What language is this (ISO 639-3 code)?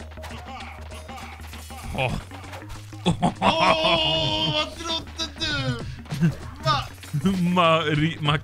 swe